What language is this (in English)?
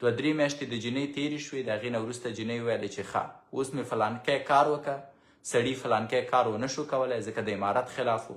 Pashto